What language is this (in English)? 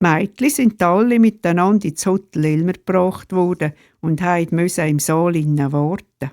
Swiss German